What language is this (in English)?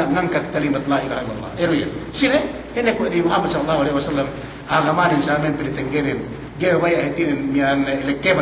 Yakan